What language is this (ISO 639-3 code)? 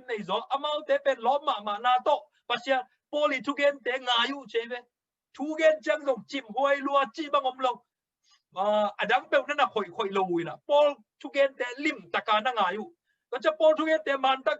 ctd